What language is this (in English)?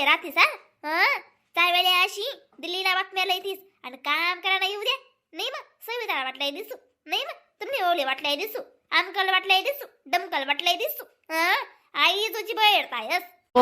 Khandesi